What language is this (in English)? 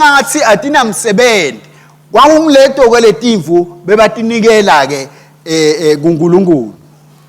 Swati